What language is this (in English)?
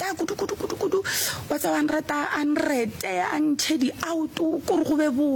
Northern Sotho